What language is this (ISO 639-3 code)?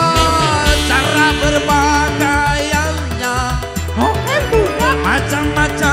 ind